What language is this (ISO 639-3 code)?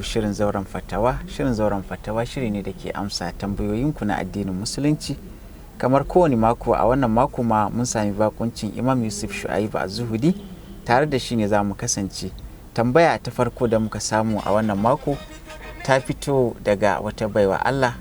hau